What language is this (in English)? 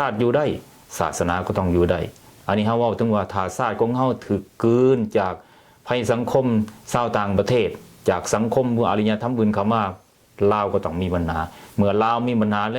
Lao